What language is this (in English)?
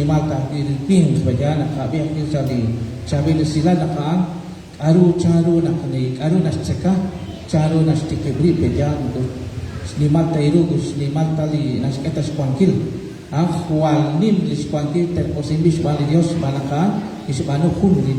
Kekchí